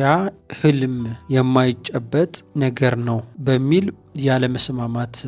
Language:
Amharic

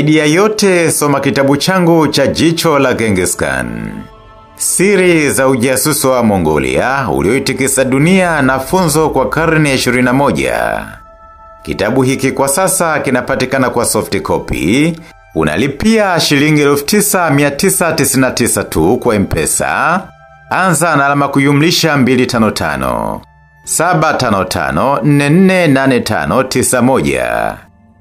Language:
Swahili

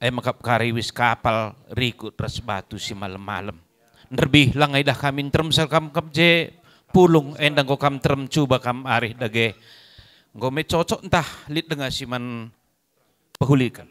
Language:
Batak Karo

